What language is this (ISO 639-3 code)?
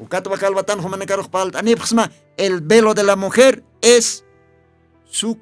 aym